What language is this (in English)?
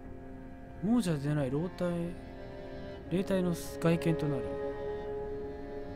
Japanese